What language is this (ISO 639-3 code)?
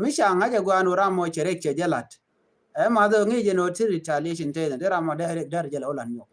nus